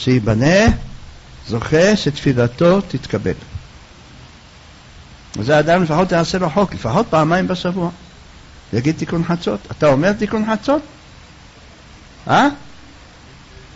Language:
Hebrew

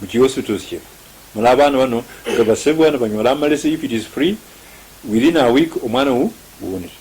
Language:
Luyia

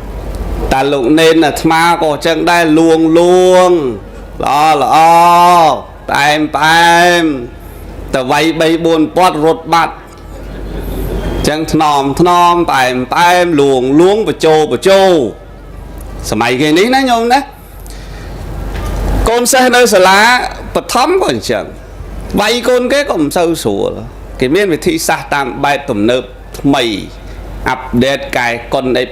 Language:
Khmer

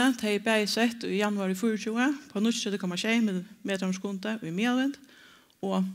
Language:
Faroese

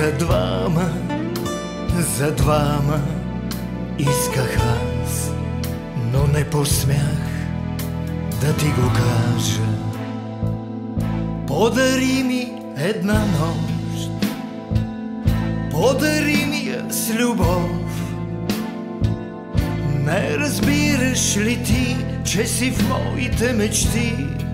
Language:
Bulgarian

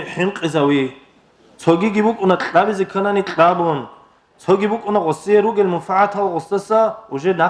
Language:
Avaric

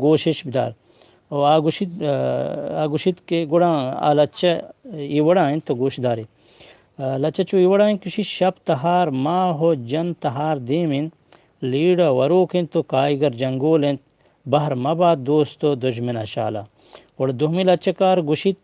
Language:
Eastern Balochi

